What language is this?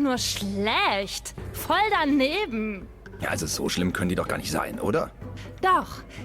Swiss German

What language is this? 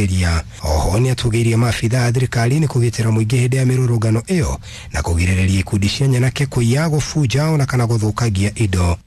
Kikuyu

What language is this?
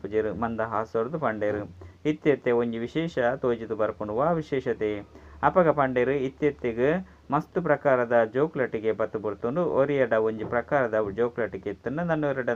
Tulu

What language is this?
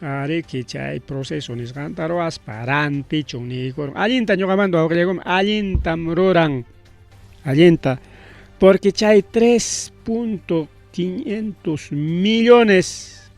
Ayacucho Quechua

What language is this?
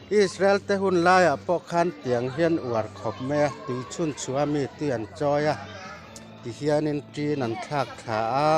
Mizo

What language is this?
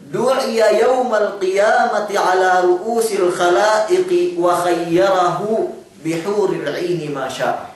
Yakan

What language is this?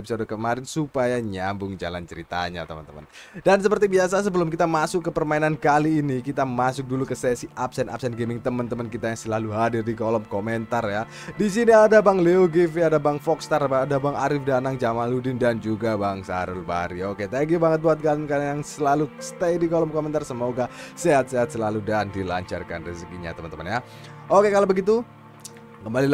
Indonesian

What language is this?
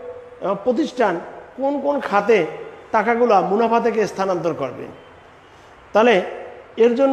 Bangla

